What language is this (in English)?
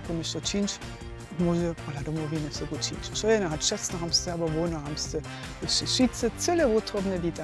Upper Sorbian